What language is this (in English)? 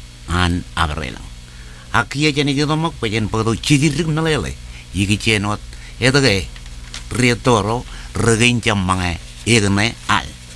Marshallese